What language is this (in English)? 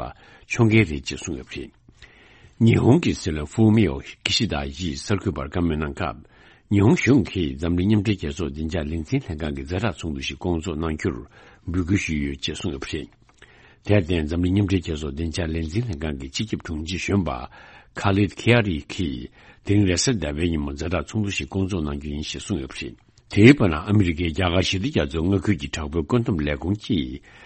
Tibetan